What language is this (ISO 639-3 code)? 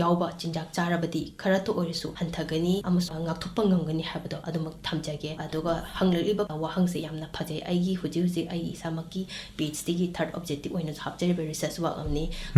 mni